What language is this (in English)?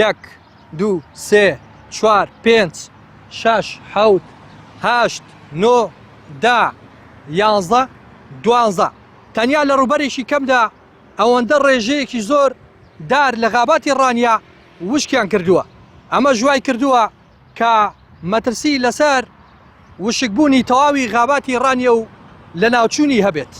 Central Kurdish